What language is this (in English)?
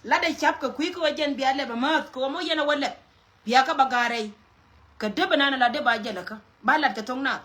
Nuer